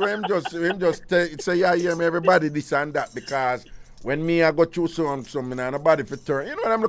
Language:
Jamaican Creole English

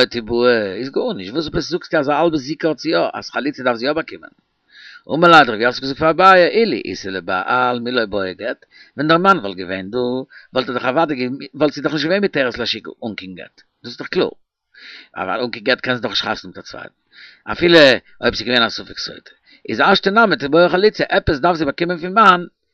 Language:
Yiddish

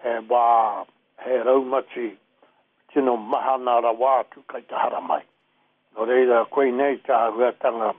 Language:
Māori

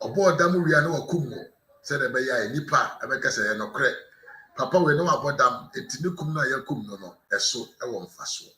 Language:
Akan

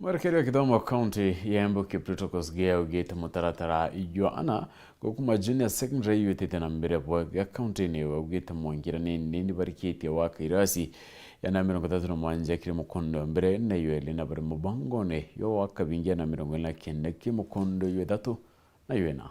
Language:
Meru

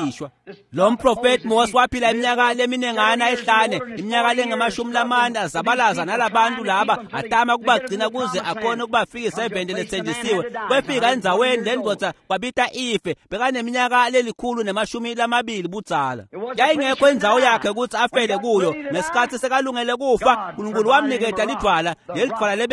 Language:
Swati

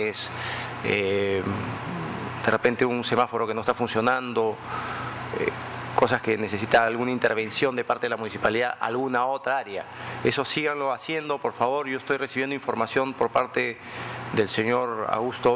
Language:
Spanish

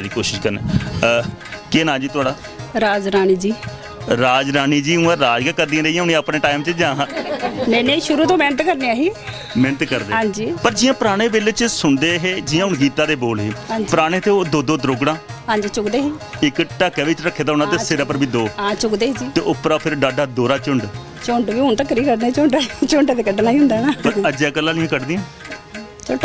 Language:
Dogri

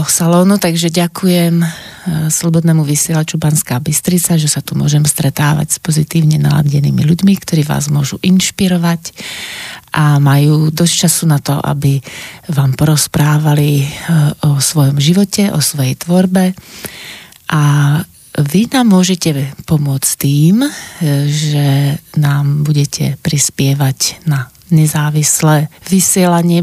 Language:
Slovak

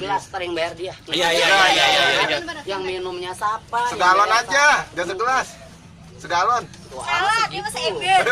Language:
Betawi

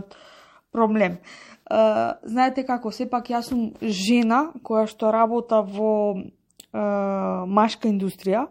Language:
Macedonian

